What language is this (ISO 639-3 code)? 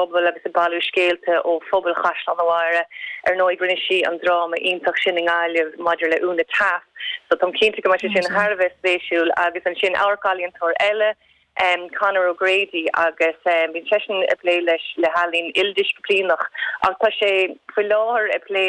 gle